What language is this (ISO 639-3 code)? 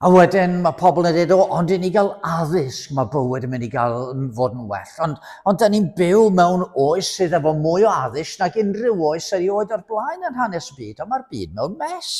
cym